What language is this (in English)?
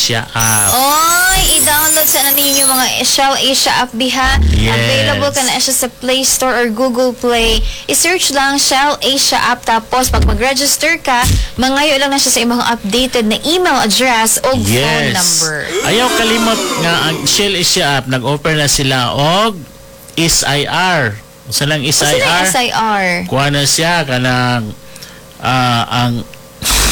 Cebuano